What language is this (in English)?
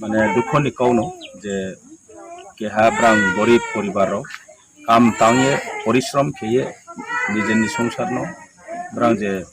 Riang (India)